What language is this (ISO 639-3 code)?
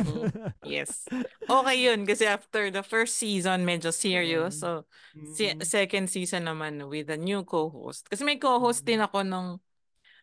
fil